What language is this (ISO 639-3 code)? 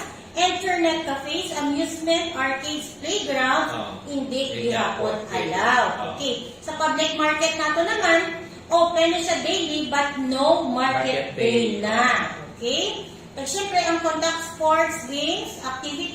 hil